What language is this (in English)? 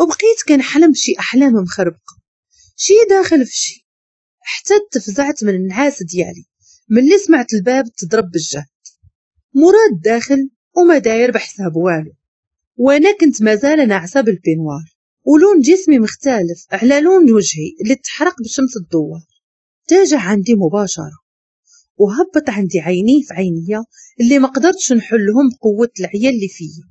Moroccan Arabic